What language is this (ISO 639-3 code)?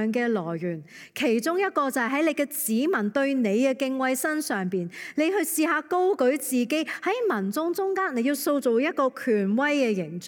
yue